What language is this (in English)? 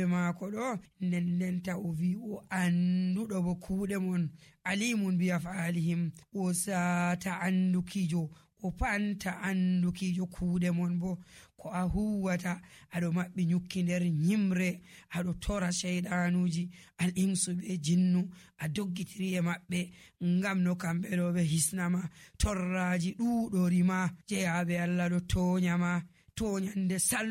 Nigerian Fulfulde